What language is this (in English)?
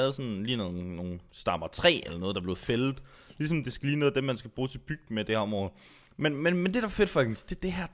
Danish